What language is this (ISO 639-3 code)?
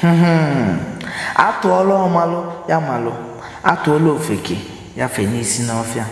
ibo